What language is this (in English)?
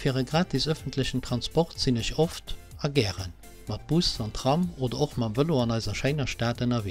Luxembourgish